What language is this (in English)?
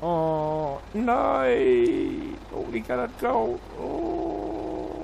Low German